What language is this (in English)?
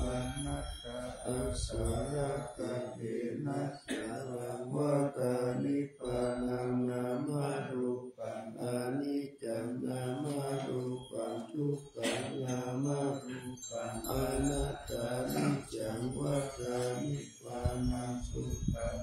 Pali